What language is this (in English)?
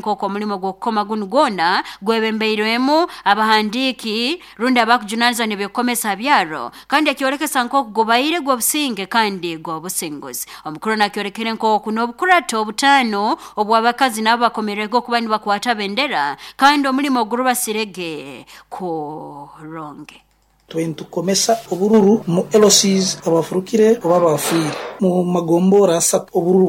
Nyoro